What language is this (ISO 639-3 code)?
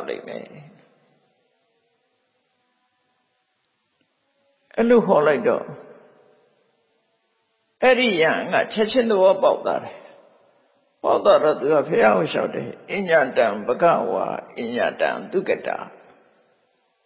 mya